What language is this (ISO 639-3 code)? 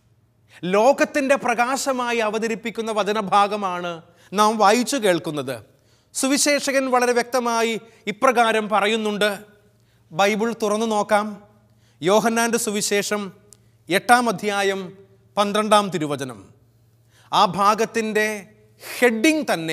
mal